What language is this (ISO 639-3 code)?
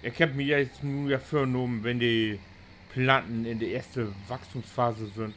nds